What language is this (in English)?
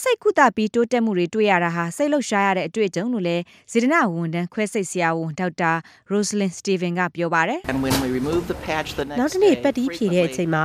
Burmese